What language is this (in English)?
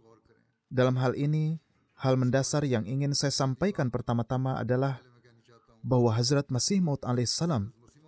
Indonesian